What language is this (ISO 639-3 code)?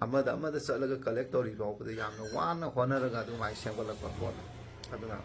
mni